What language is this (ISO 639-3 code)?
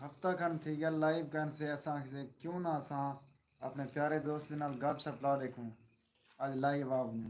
skr